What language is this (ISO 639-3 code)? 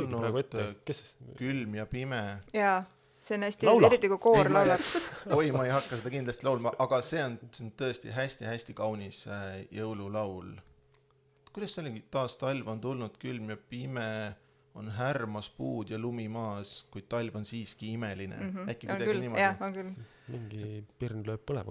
est